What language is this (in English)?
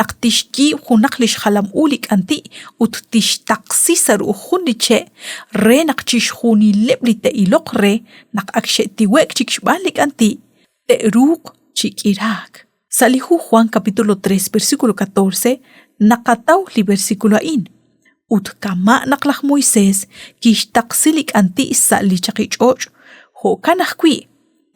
Kekchí